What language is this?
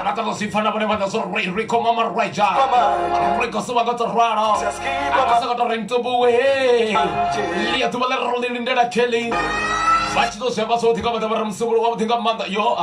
Venda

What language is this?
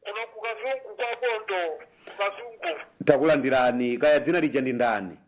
Nyanja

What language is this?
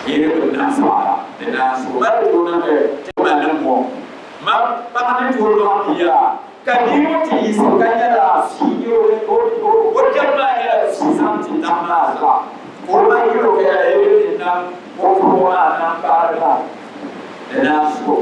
Dagbani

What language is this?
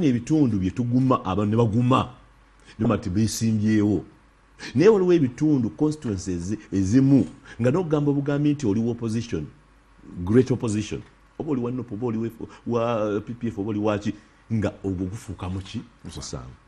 Ganda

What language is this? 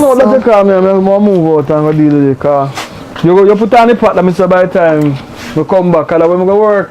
Jamaican Creole English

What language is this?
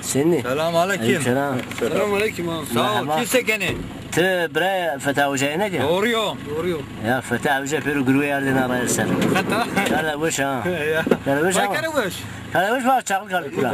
Zaza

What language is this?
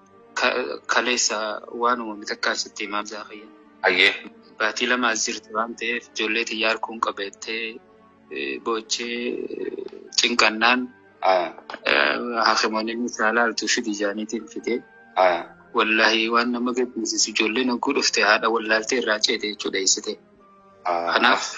Oromo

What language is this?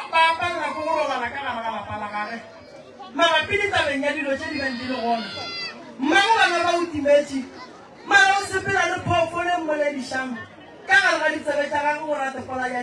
Northern Sotho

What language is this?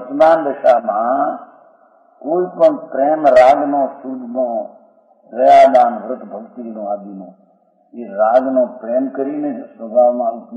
Gujarati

